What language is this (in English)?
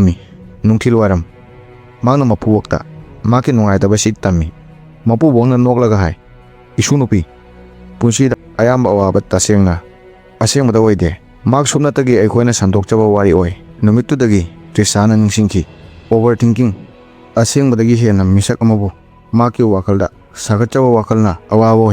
Manipuri